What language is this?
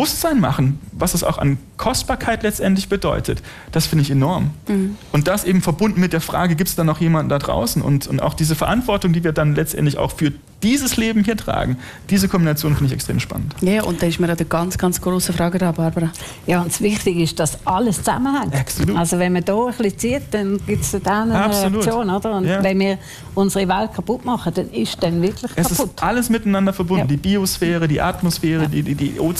German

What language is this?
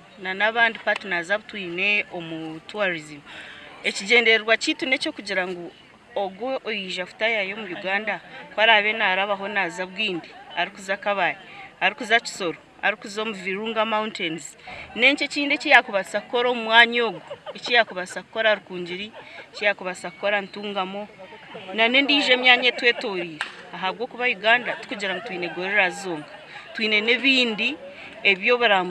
Nyankole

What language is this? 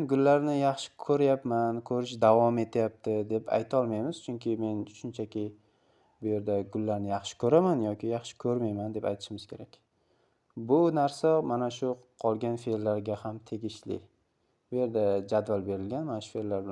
Uzbek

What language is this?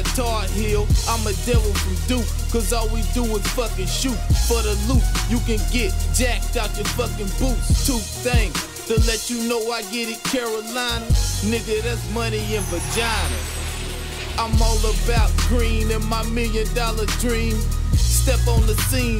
English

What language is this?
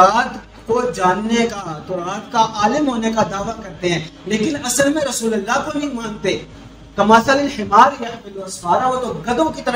Urdu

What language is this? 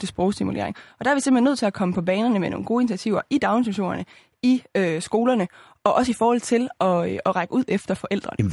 Danish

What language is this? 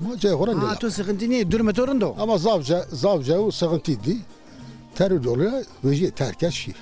Zaza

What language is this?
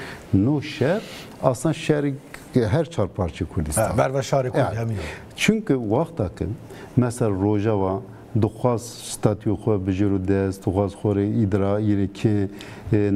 Zaza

